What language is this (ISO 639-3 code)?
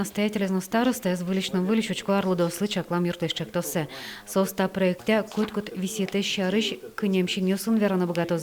udm